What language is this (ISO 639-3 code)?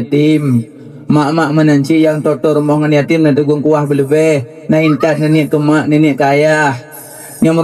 ace